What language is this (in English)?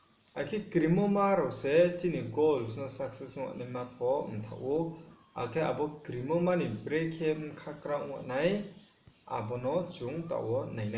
Riang (India)